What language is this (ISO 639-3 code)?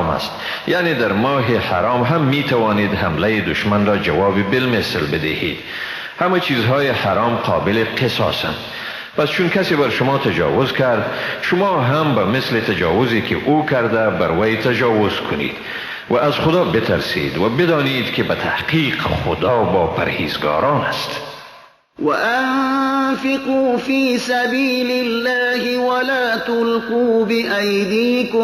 fas